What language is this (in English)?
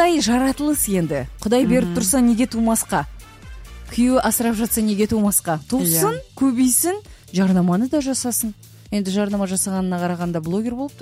Kazakh